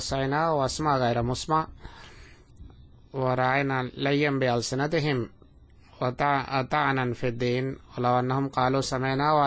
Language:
Bangla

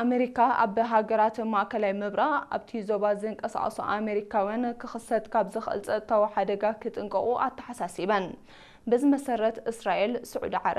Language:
Tigrinya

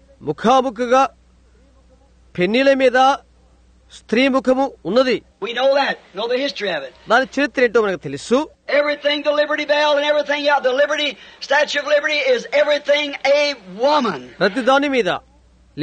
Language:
Telugu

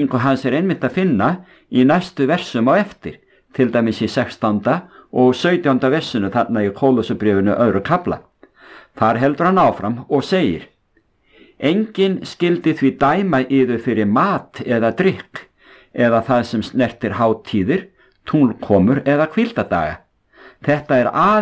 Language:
Icelandic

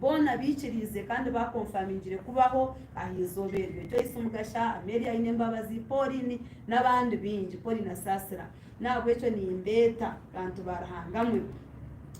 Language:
Nyankole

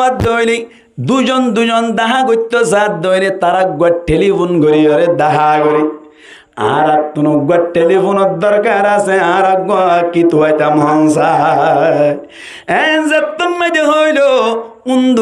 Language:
Rohingya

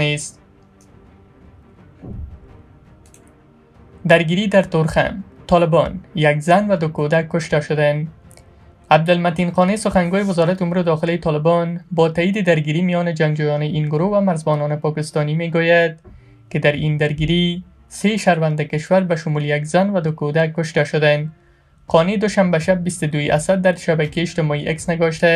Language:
Persian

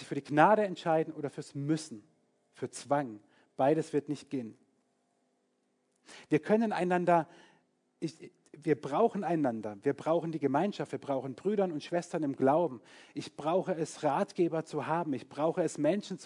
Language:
German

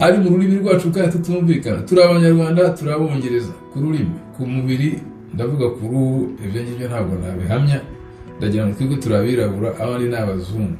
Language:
Kinyarwanda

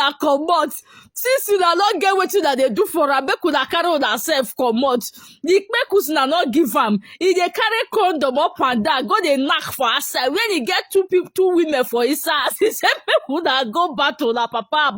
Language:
Nigerian Pidgin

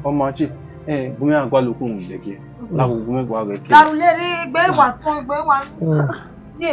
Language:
Bini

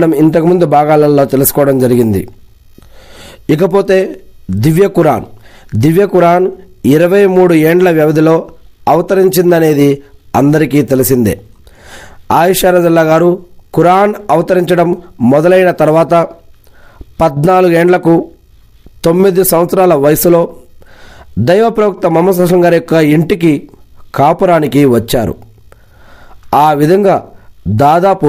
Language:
Telugu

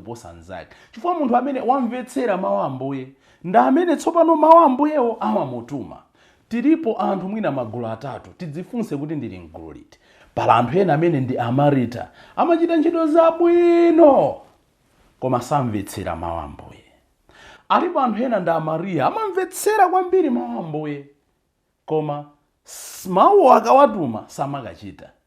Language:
Nyanja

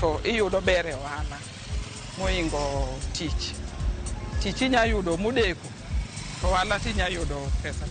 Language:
Luo (Kenya and Tanzania)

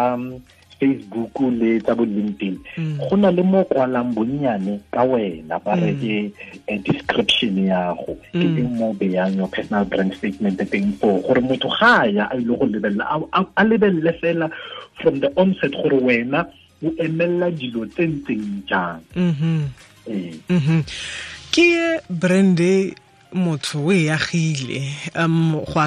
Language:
Tswana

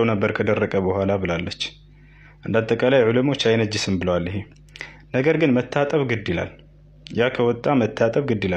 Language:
Amharic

